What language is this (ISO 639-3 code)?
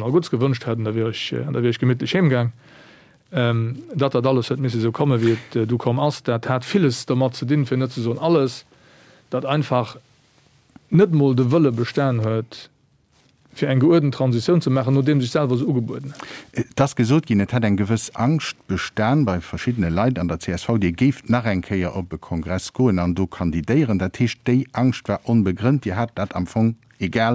ltz